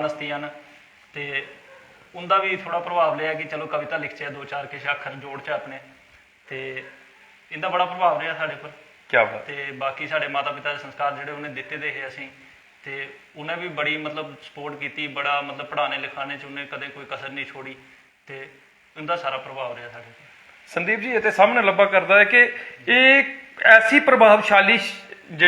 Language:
Dogri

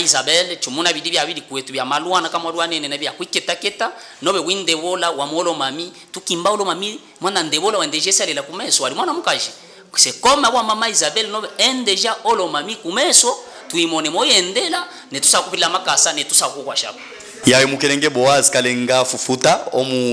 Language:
Luba-Katanga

